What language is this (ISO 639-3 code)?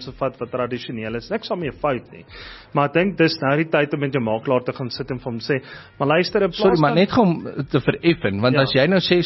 afr